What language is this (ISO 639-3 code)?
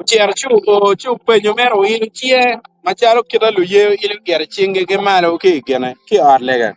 ach